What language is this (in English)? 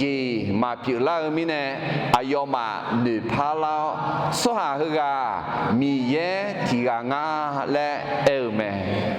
Akha